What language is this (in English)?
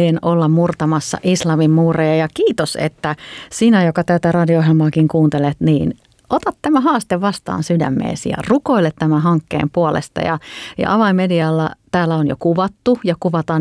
Finnish